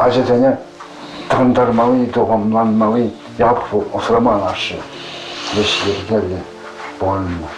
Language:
Chuvash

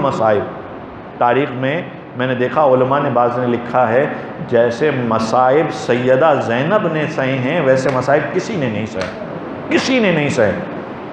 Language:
Urdu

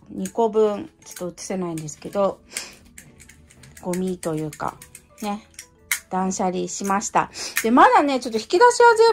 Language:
Japanese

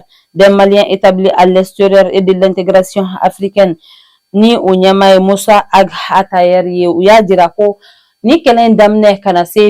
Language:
Bambara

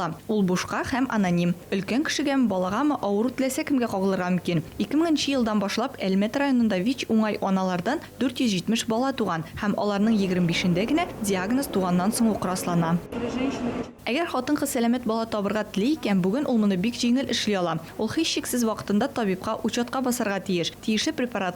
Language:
Tatar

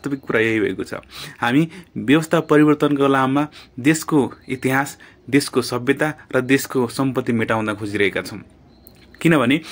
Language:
Nepali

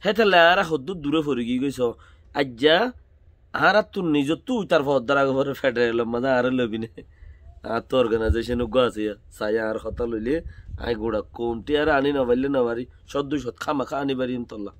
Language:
Rohingya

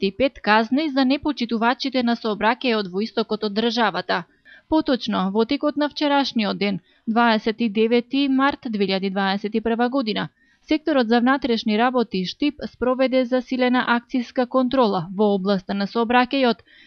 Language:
Macedonian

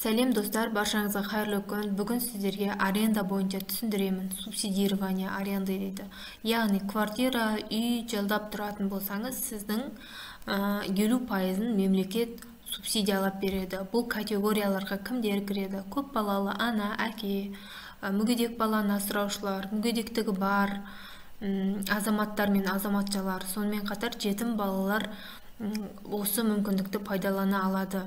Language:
Kazakh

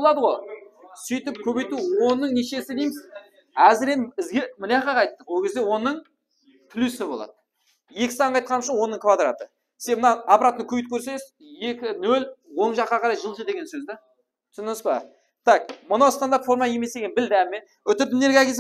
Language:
Kara-Kalpak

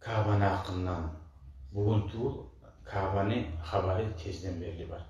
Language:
Kumyk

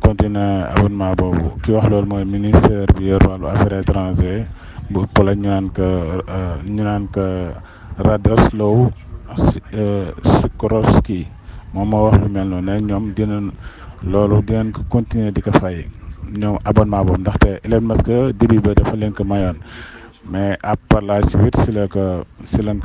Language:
Wolof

